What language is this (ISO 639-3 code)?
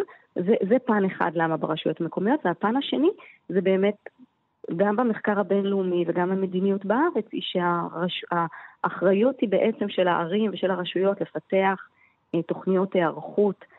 heb